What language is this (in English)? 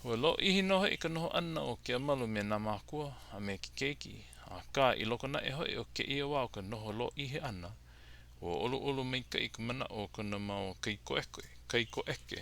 Hawaiian